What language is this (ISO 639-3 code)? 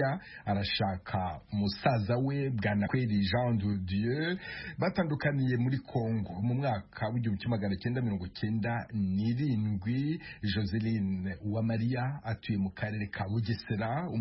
kin